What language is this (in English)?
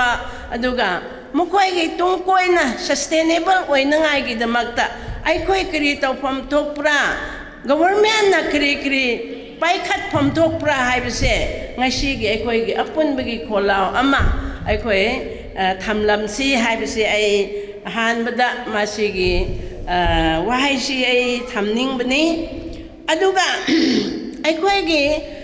Manipuri